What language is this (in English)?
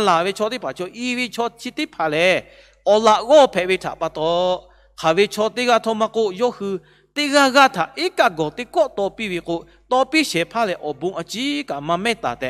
Lahu